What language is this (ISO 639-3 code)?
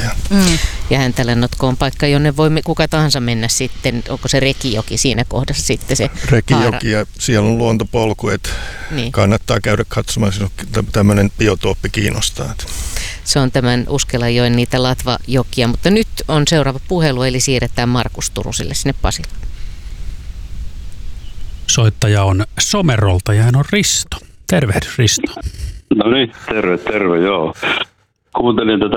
fin